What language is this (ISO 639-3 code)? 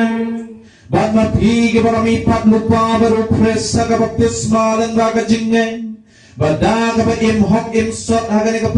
kha